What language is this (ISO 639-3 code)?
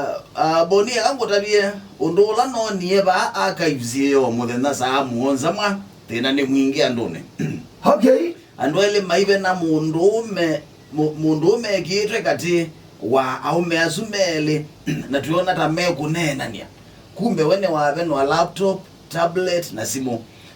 kam